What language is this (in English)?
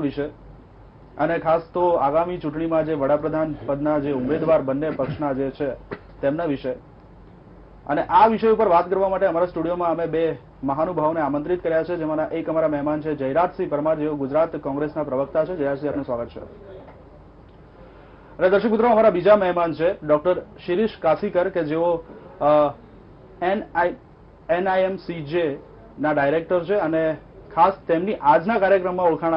Gujarati